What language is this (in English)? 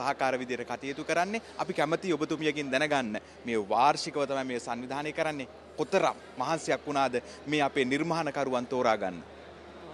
Sinhala